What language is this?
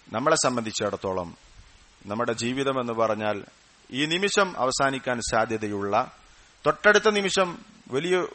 Malayalam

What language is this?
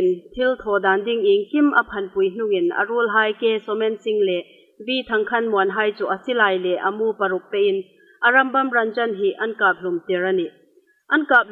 Hmar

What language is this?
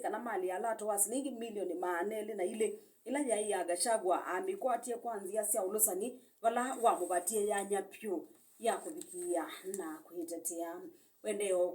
Kamba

